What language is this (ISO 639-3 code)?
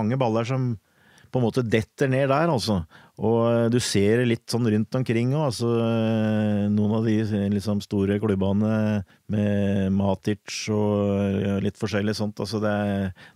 nor